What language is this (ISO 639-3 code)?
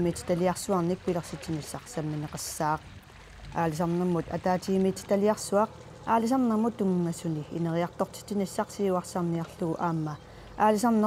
kal